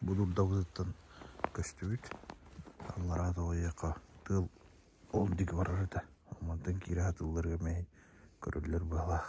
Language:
Yakut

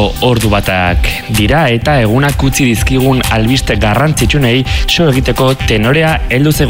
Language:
Basque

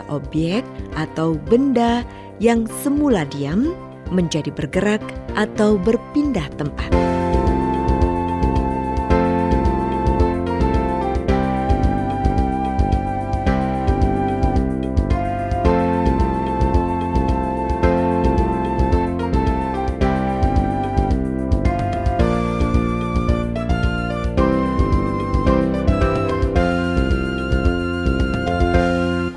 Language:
Indonesian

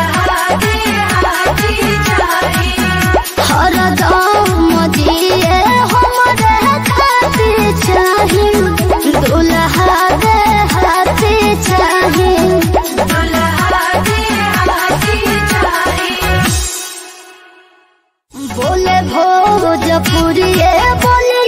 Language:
Bhojpuri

